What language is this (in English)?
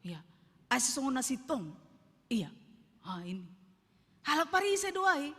Batak Simalungun